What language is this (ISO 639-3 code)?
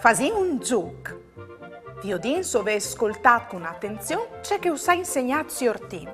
fur